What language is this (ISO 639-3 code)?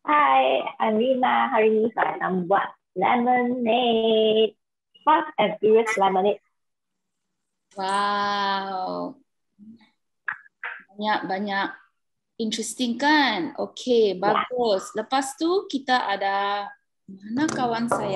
msa